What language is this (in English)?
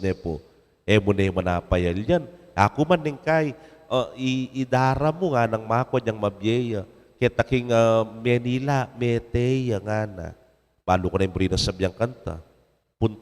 Pampanga